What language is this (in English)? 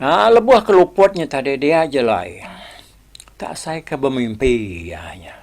Iban